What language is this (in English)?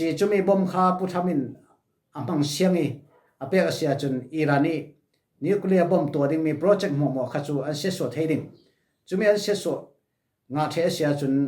Falam Chin